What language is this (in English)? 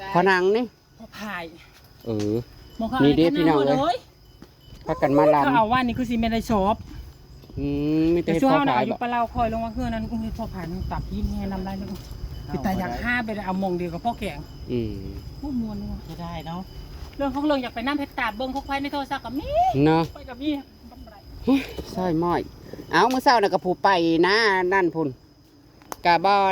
Northeastern Thai